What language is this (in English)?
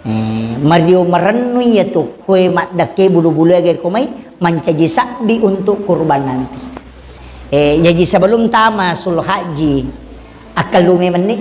Buginese